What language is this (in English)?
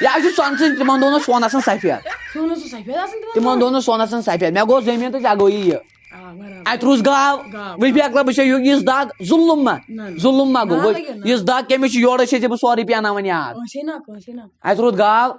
Kashmiri